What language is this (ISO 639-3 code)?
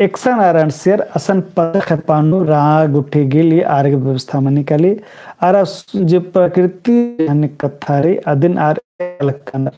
kru